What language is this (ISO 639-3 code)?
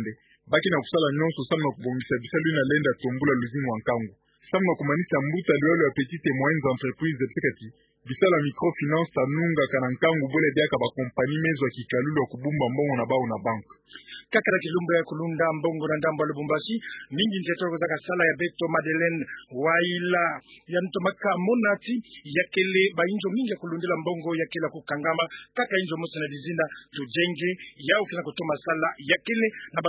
ktu